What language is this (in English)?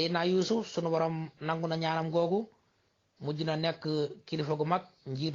Wolof